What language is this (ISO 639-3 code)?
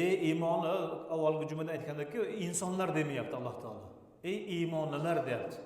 uzb